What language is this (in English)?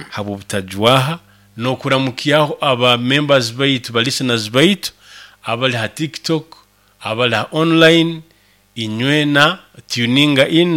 Nyoro